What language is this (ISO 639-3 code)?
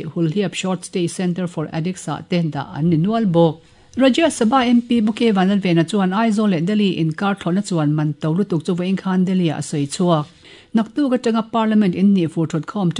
lus